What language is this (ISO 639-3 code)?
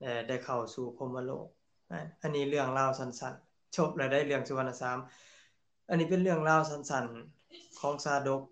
lao